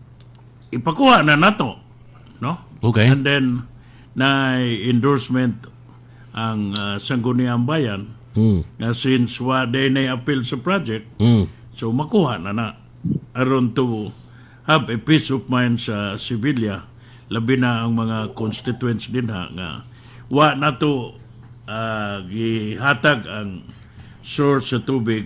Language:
Cebuano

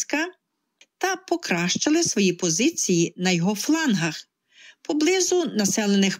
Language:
Ukrainian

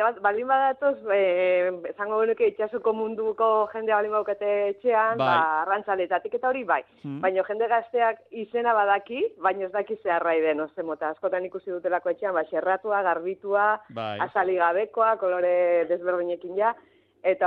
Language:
Basque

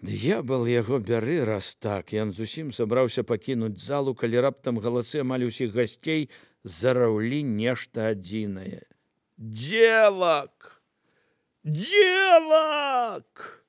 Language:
Belarusian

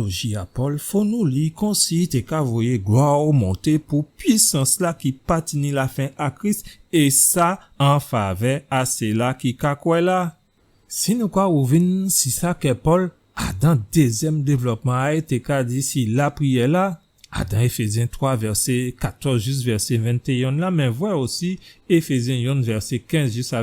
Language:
Guadeloupean Creole French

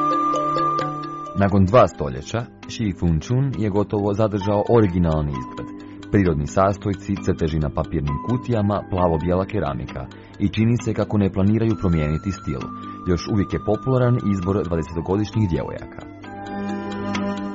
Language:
Croatian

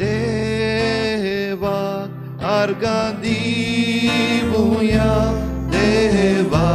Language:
Konkani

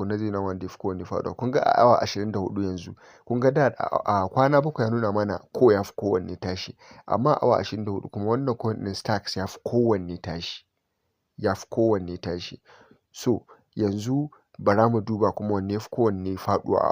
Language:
Hausa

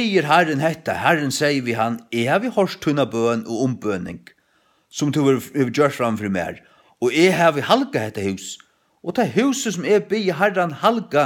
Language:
Faroese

